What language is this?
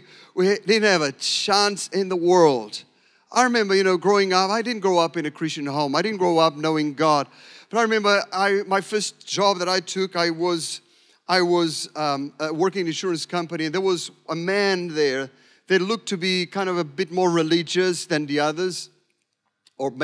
English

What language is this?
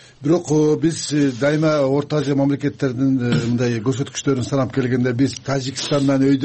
Kyrgyz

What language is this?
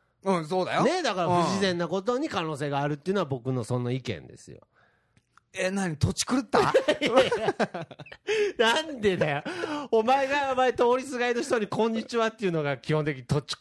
Japanese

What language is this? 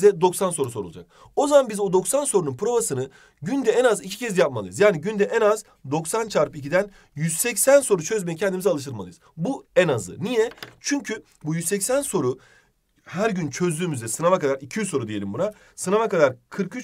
Turkish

